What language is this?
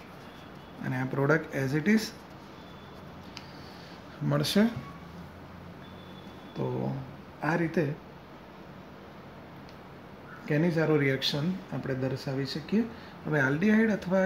Gujarati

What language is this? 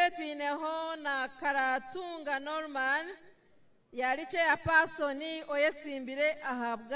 Nyankole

